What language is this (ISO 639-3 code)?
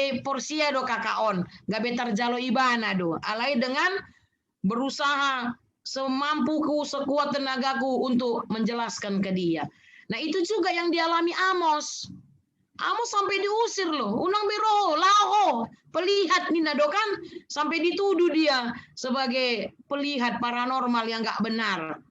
bbc